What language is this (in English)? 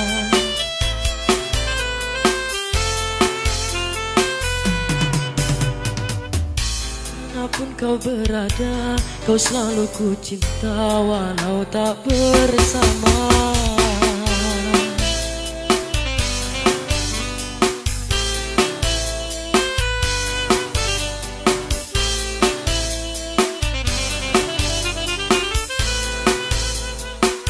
Indonesian